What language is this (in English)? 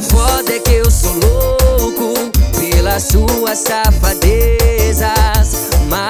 Portuguese